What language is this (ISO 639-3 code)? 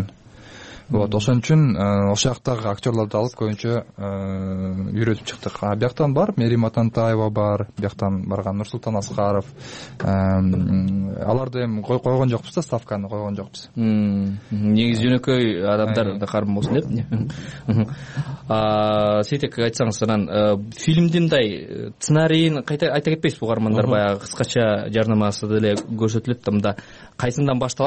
kir